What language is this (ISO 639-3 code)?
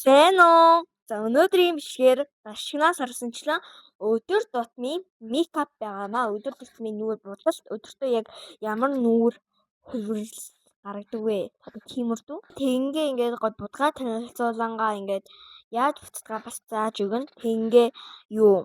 mon